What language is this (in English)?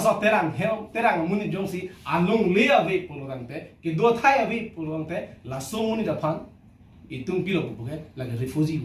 Karbi